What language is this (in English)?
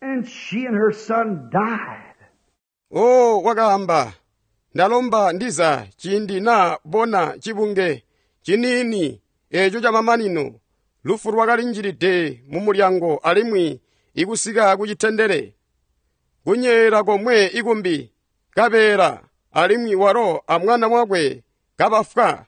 Tonga (Zambia)